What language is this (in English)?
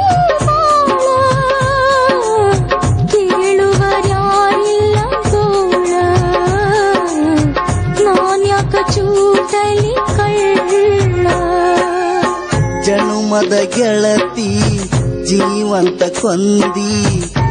Kannada